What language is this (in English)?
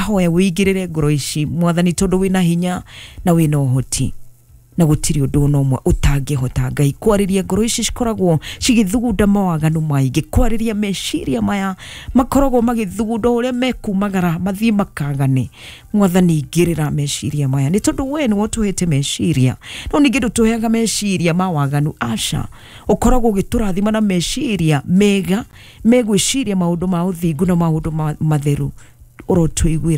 Kikuyu